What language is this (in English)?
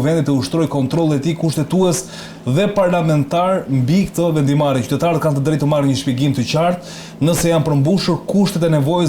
Albanian